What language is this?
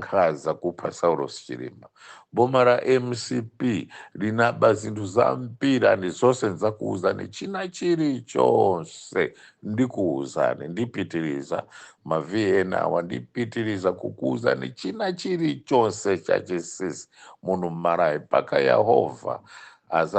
Nyanja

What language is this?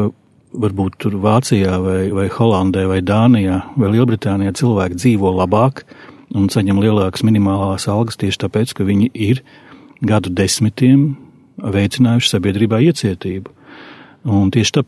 Latvian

